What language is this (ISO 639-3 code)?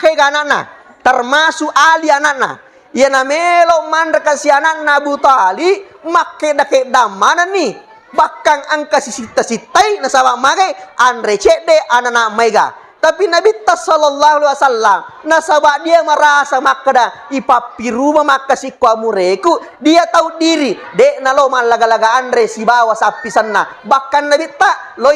bug